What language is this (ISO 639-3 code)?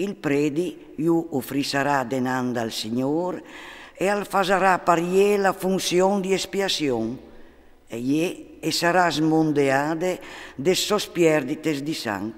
fur